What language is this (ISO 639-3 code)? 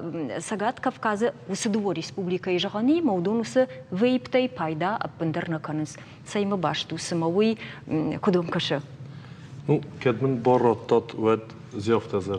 oss